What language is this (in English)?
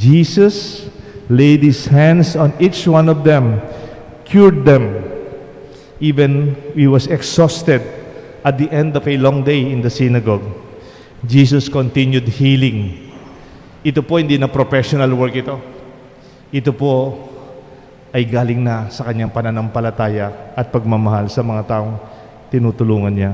Pampanga